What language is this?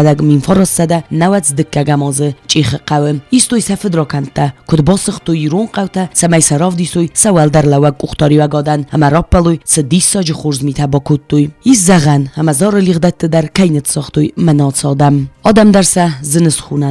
Ossetic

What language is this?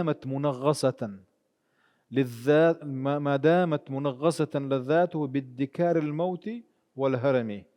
Chechen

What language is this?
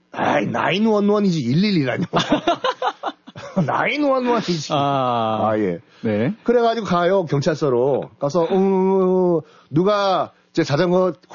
Korean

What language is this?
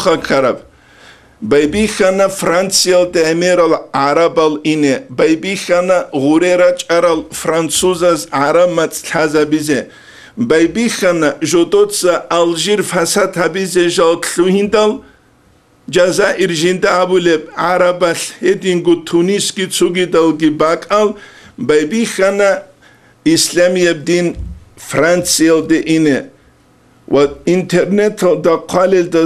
Avaric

